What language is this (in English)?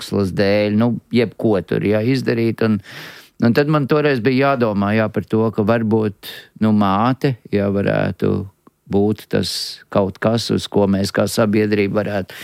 Latvian